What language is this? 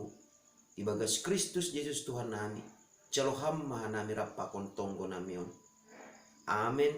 Batak Simalungun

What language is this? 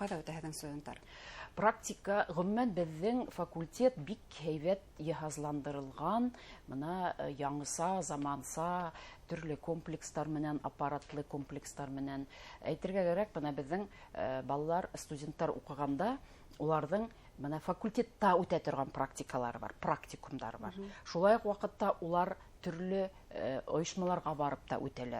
Bashkir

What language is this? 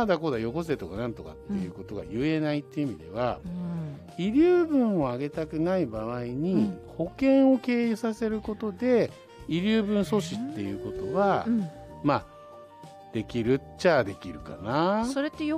Japanese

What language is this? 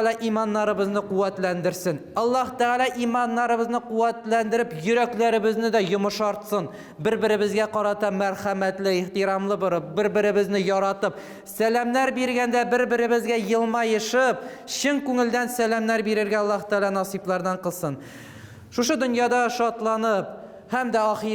Tatar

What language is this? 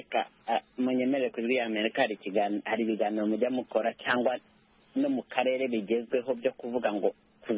Kinyarwanda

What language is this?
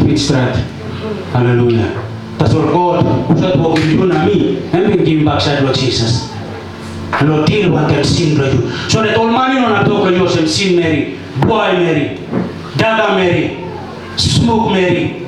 Tok Pisin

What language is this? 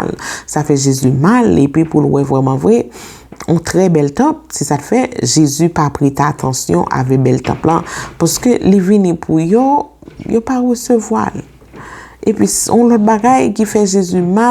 Haitian Creole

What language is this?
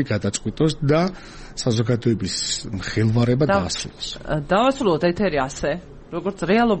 Georgian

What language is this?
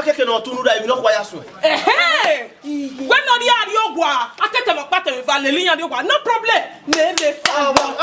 Bini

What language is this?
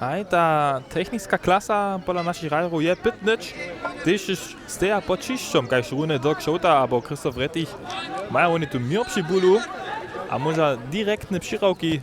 Upper Sorbian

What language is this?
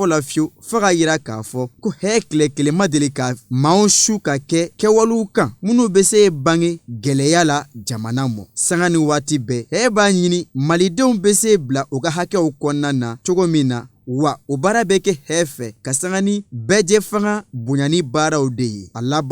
Bambara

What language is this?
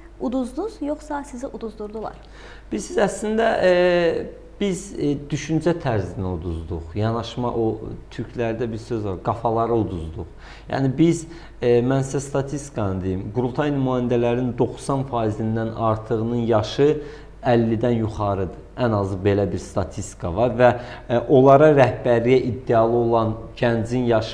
Azerbaijani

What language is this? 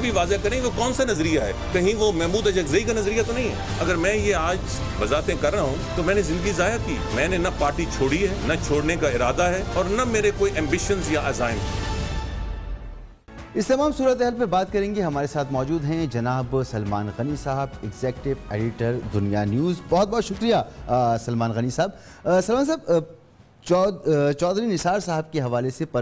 Urdu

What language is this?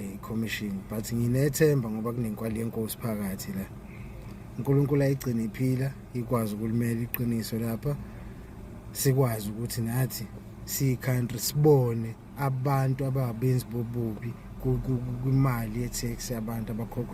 Zulu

